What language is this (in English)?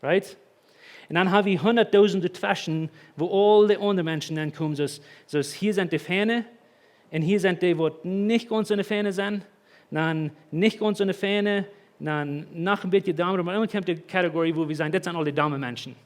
Plautdietsch